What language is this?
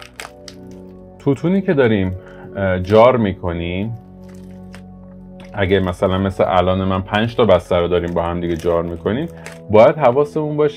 Persian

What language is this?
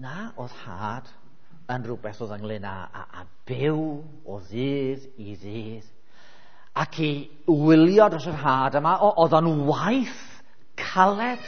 Welsh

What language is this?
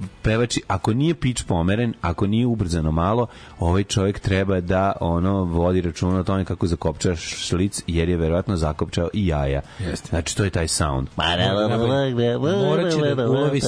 Serbian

